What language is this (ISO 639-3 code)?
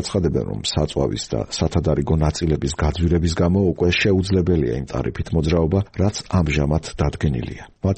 kat